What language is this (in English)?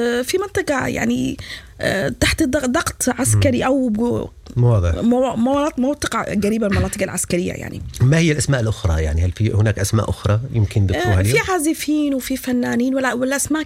Sudanese Arabic